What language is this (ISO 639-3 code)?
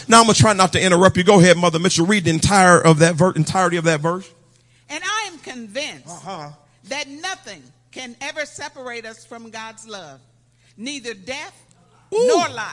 eng